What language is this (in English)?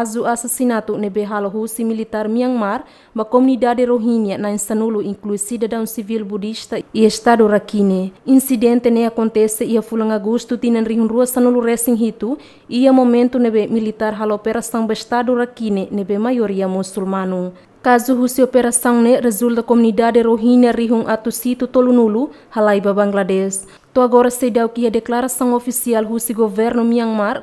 Tetum